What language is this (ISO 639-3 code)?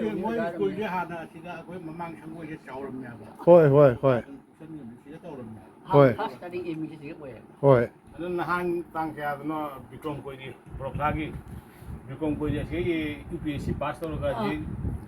mni